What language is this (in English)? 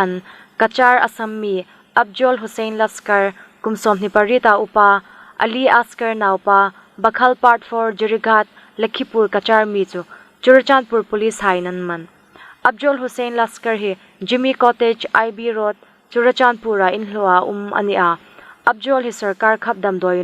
Hmar